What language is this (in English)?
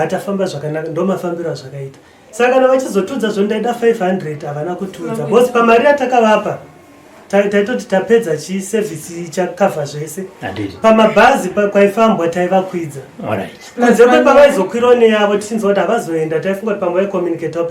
Shona